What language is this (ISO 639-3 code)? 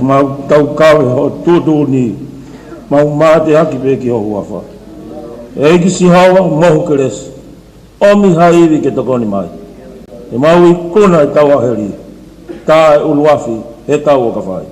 ton